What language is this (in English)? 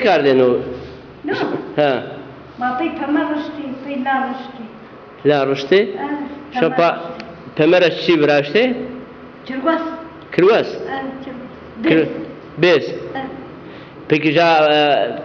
Zaza